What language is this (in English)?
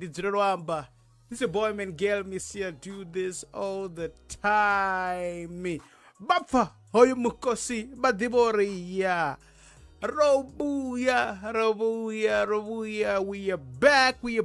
Venda